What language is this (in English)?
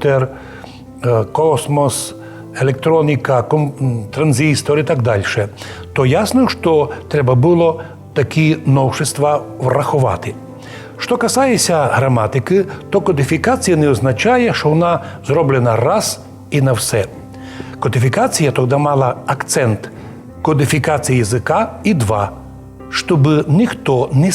Rusyn